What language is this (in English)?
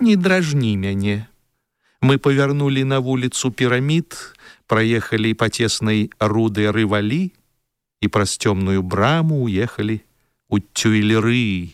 Belarusian